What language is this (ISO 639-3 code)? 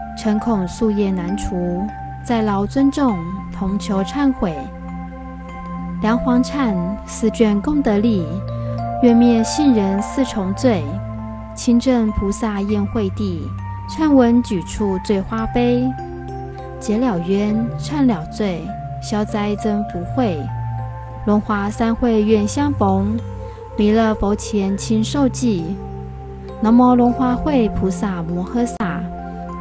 zho